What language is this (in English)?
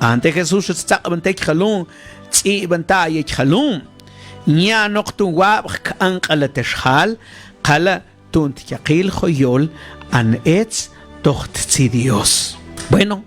Mam